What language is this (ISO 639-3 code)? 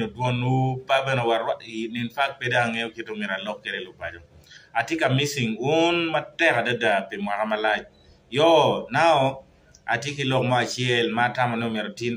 ach